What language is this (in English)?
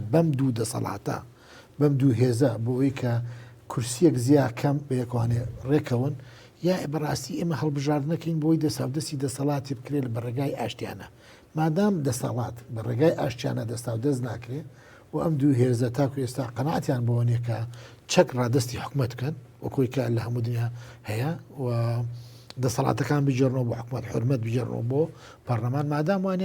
Central Kurdish